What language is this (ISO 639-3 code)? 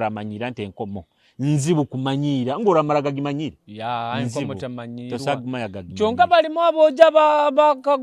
nyo